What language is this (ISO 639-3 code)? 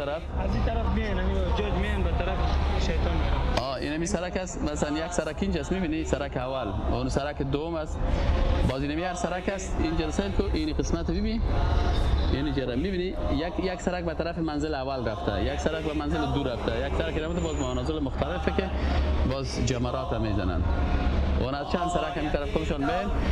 fas